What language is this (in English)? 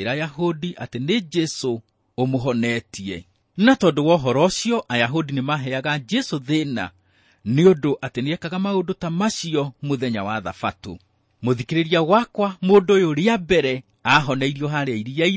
Kikuyu